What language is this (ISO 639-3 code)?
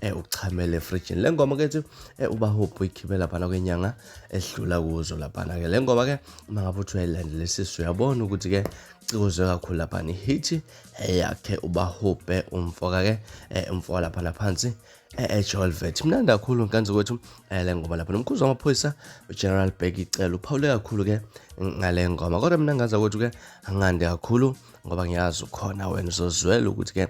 zul